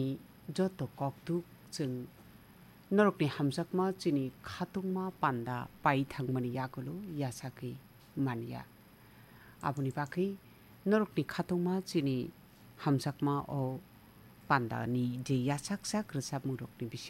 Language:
Kok Borok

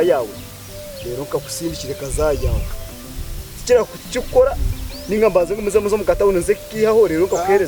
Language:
Nyankole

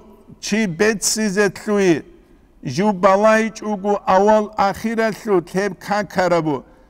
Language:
Avaric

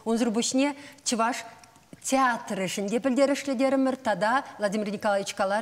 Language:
Chuvash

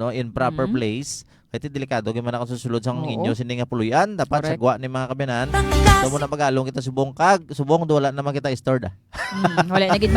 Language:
Hiligaynon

